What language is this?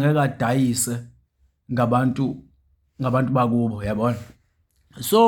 Zulu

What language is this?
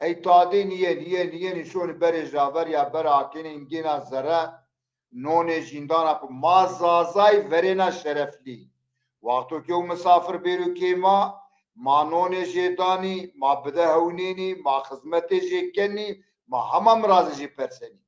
Zaza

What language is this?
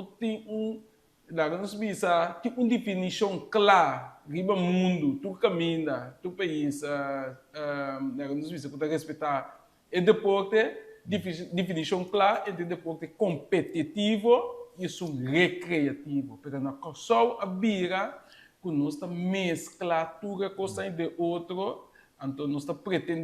Papiamento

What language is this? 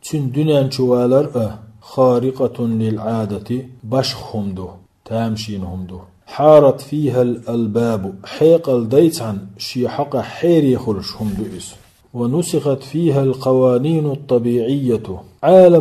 Chechen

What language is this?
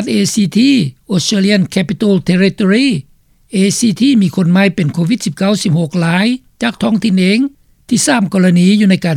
Lao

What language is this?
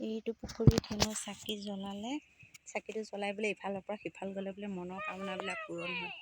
Assamese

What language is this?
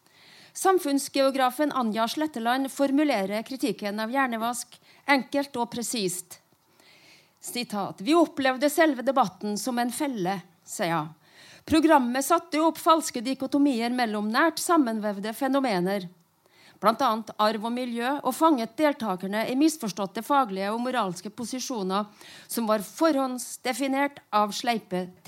Norwegian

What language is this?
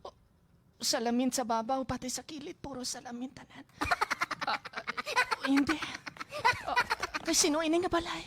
Hiligaynon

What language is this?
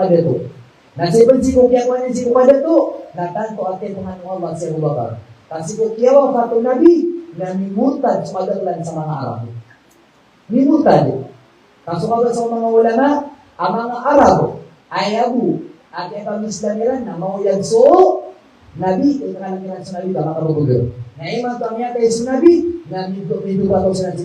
Maranao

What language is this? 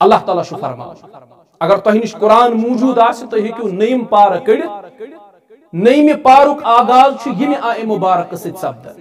Kashmiri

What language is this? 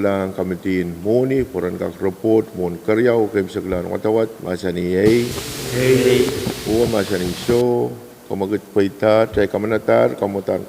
Pohnpeian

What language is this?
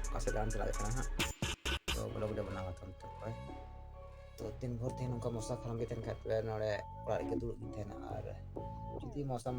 Santali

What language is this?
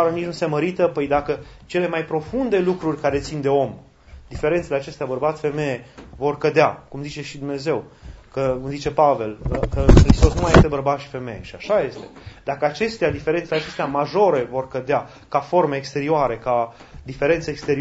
Romanian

